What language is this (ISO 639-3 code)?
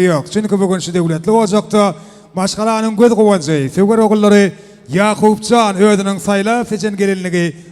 tuk